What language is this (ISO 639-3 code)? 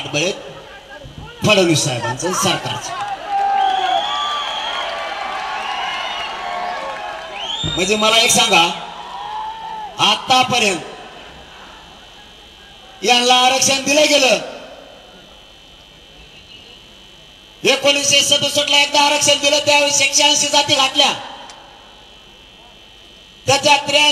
mar